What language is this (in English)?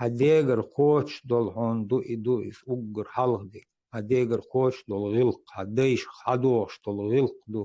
Chechen